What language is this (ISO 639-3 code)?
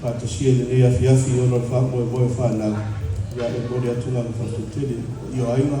smo